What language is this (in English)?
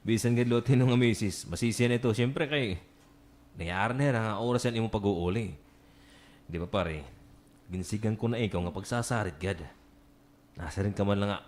Waray